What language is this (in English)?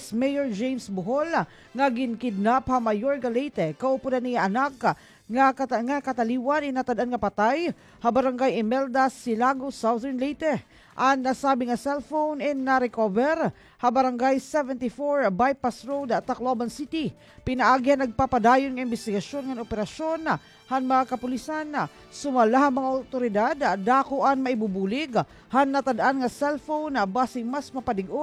Waray